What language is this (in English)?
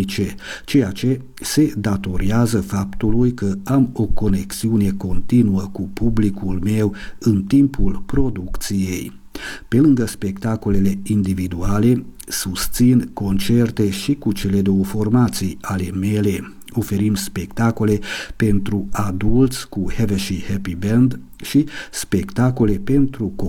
Romanian